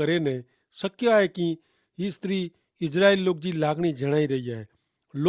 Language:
Kachhi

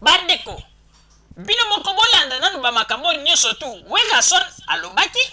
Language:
Lingala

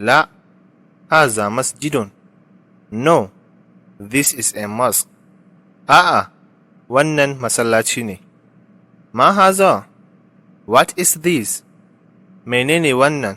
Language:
Hausa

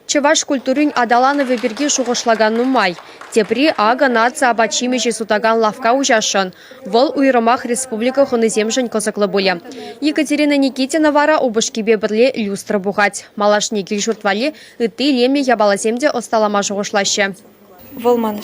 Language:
Chuvash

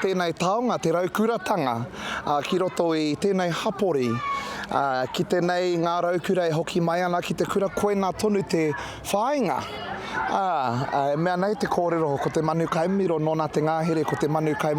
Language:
Māori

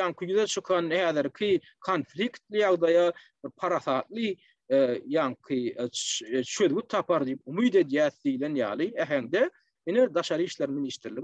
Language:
Turkmen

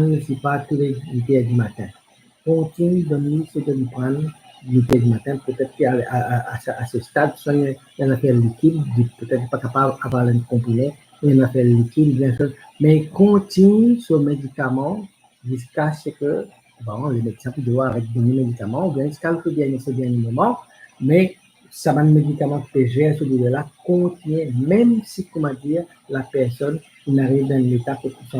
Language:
Morisyen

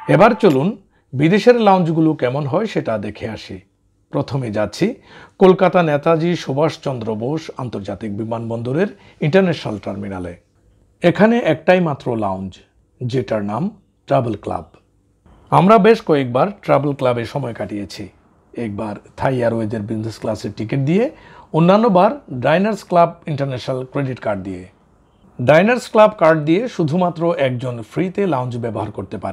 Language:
Bangla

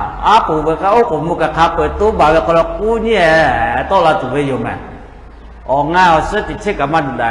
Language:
Lahu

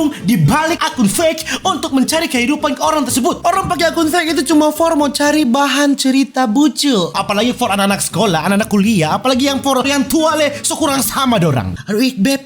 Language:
Manado Malay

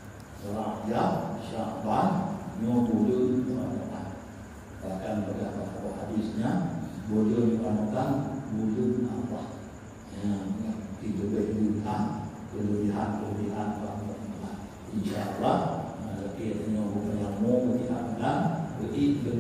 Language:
Achinese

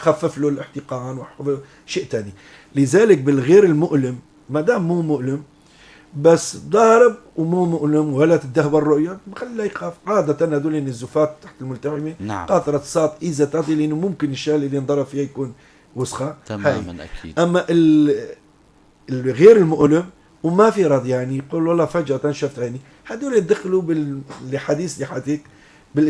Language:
North Levantine Arabic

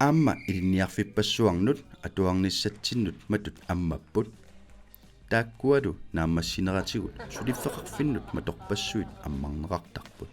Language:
Kalaallisut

